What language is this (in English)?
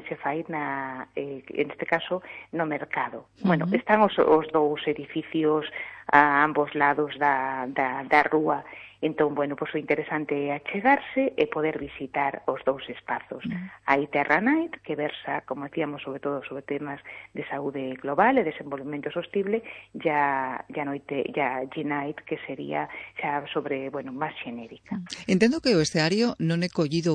Galician